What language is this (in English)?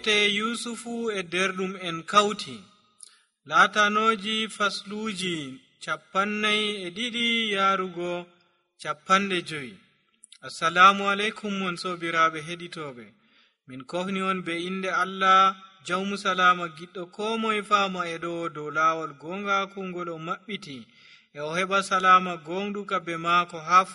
Nigerian Fulfulde